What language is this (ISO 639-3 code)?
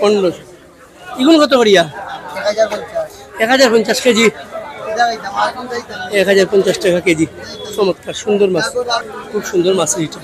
syl